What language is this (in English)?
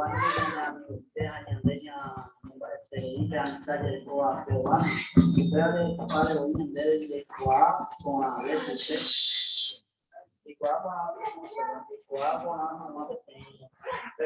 Guarani